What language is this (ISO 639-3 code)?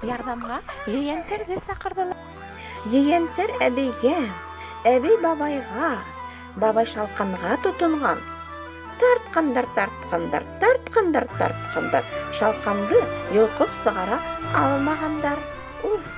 bak